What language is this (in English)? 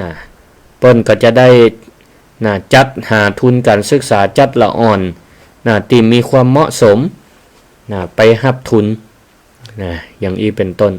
Northern Thai